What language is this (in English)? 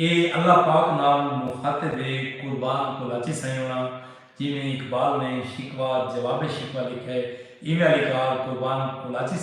Saraiki